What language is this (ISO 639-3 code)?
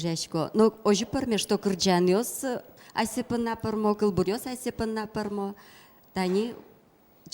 udm